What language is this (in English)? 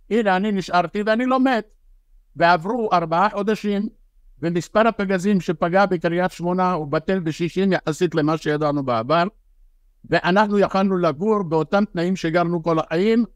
Hebrew